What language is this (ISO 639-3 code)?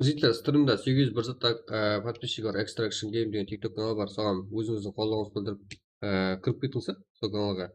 kaa